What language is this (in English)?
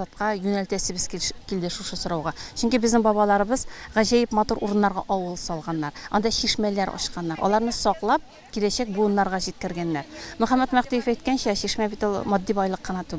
Tatar